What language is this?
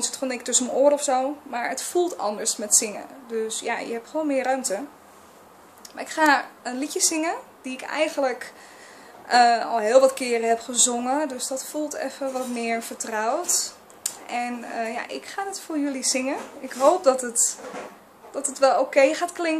Dutch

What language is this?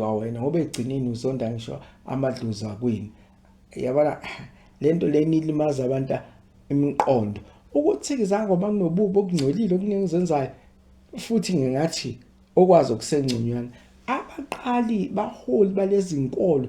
Zulu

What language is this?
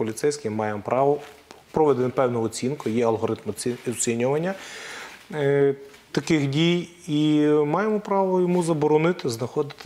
Ukrainian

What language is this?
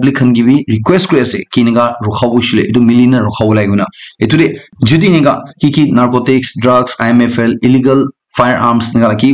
Naga Pidgin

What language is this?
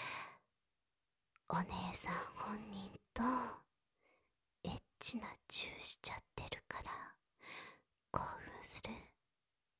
Japanese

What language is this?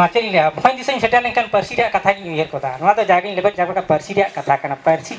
Santali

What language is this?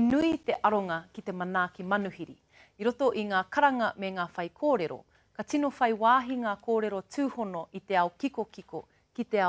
Māori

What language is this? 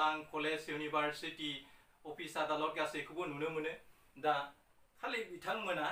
Bodo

